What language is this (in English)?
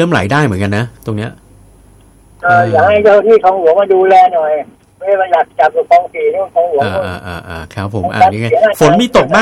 Thai